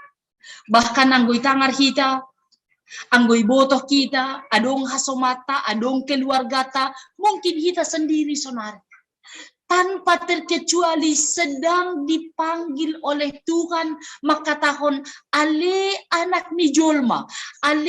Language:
Batak Simalungun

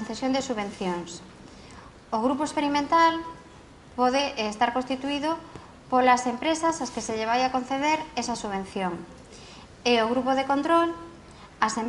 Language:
Galician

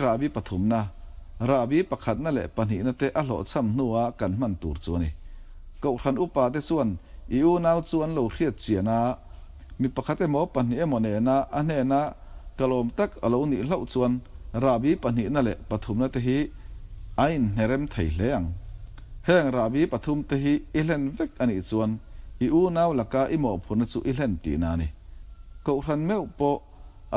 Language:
Mizo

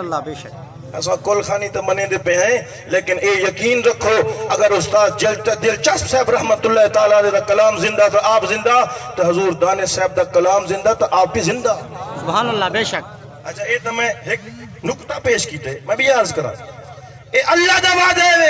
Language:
Saraiki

